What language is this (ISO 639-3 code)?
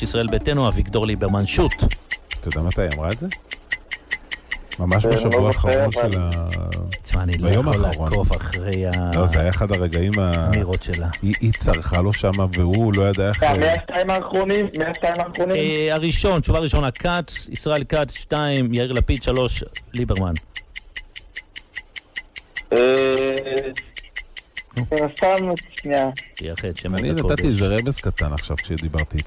heb